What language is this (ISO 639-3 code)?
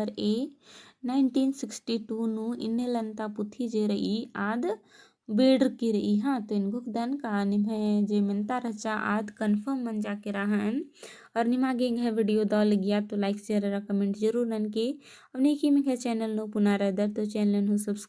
kru